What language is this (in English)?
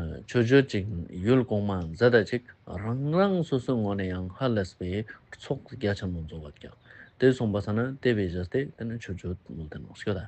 Ladakhi